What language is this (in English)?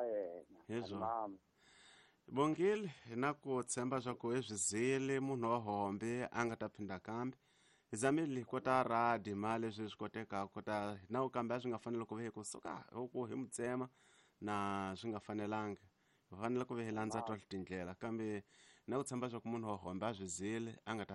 Tsonga